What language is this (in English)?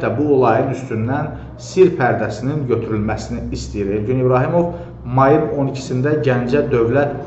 Azerbaijani